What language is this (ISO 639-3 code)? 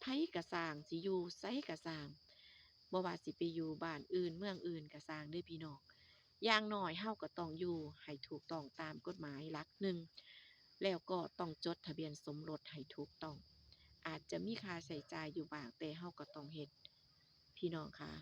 tts